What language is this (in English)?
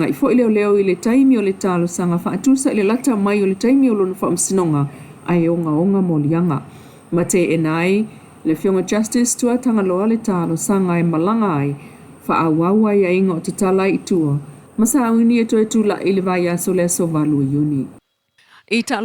Samoan